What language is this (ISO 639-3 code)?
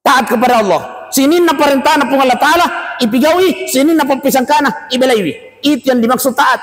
bug